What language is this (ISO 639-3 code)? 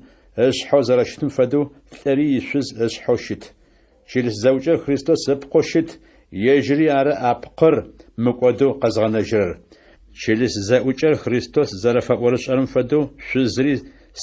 ady